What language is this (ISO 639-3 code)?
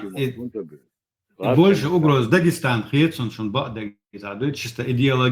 che